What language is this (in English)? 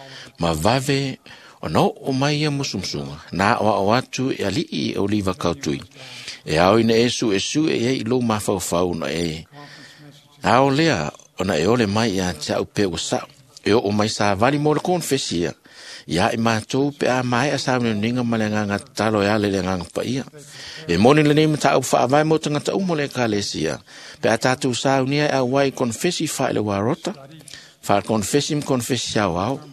Samoan